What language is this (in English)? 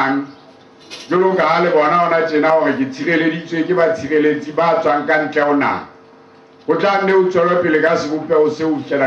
Southern Sotho